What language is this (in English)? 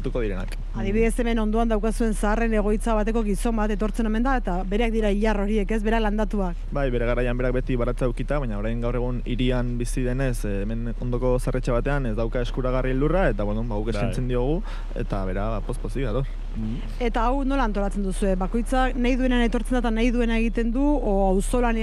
Basque